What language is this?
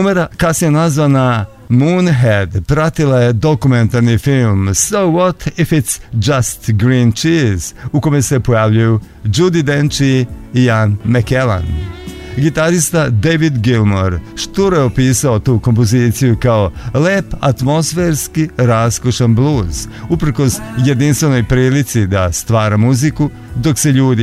Serbian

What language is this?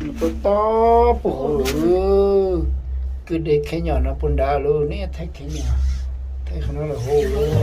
Hmong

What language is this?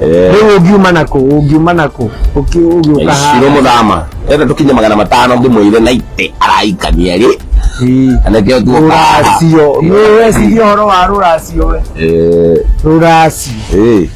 Kikuyu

